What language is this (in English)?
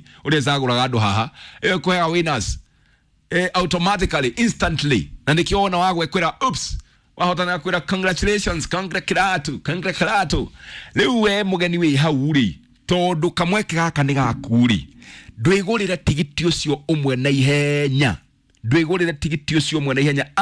Kikuyu